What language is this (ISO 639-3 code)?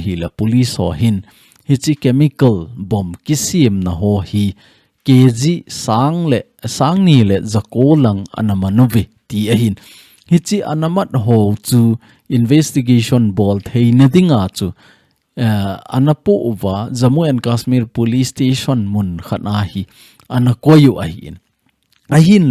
tcz